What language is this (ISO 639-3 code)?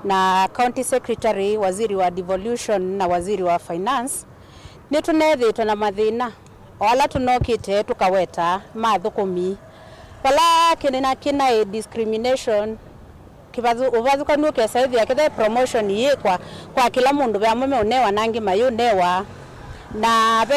kam